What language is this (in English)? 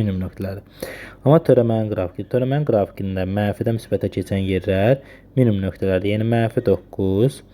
Azerbaijani